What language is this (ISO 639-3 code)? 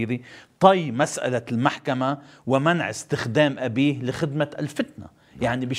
apc